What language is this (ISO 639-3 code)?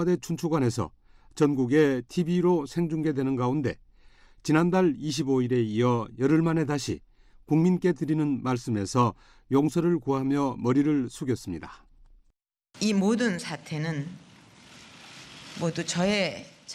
kor